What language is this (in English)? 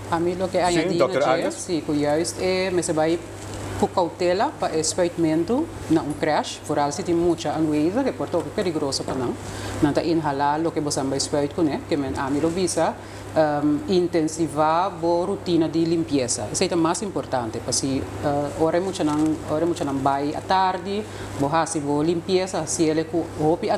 Papiamento